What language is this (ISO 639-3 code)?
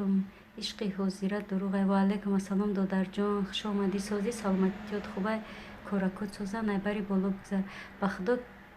tgk